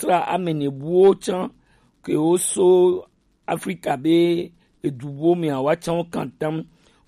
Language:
Gen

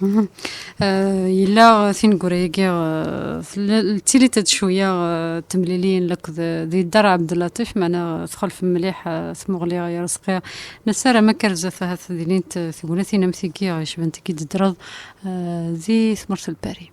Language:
Kabyle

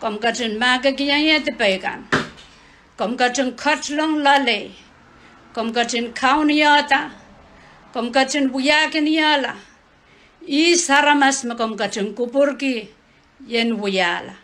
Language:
Pohnpeian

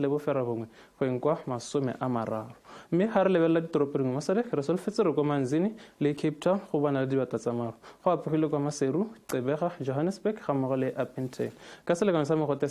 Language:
Tswana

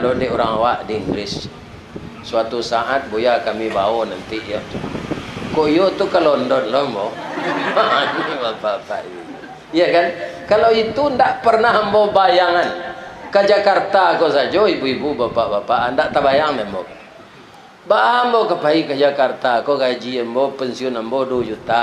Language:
Minangkabau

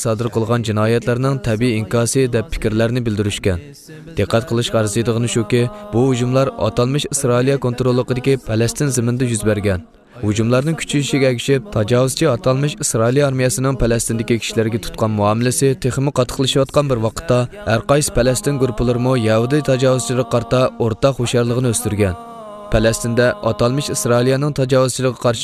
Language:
Uyghur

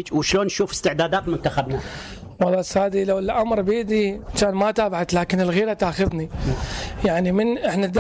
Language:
Mesopotamian Arabic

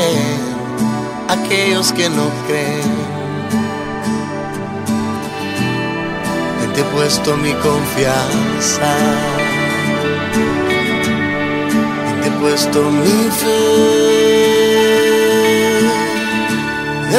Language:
Spanish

